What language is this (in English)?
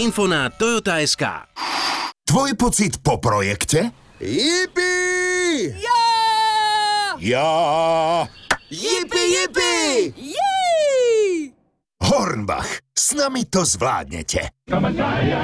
Slovak